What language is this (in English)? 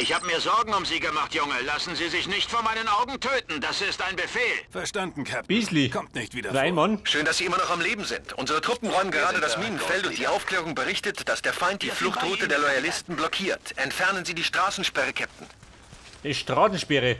Bavarian